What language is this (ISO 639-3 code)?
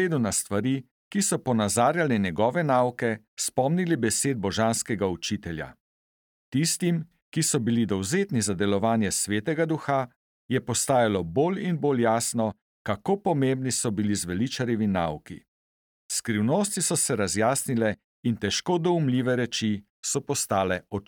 slv